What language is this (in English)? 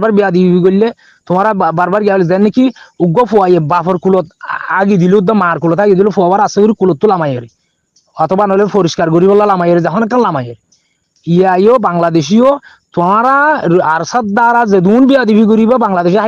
Rohingya